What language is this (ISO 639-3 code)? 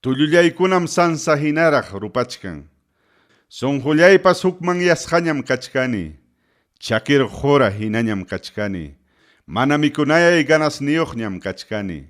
quy